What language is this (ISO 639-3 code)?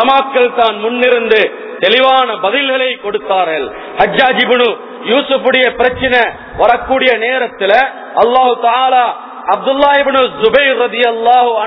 tam